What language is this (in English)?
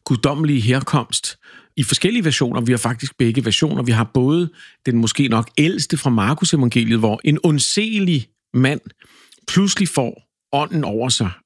Danish